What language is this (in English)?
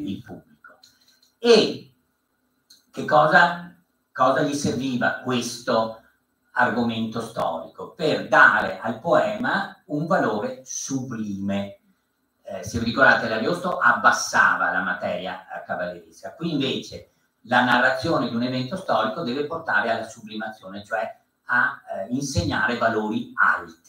Italian